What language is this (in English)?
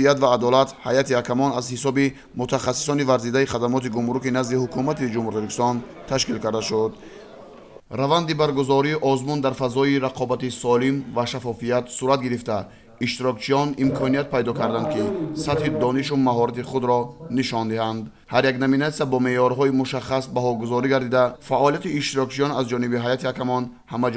Tajik